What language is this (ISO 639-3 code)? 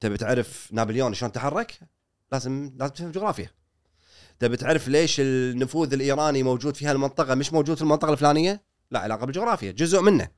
afb